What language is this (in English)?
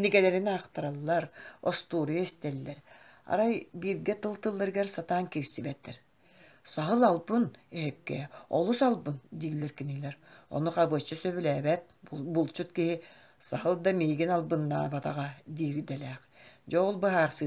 Yakut